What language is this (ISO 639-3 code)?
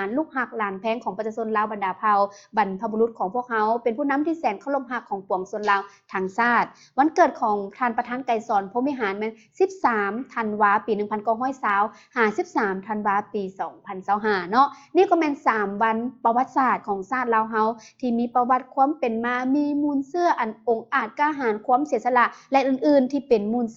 lao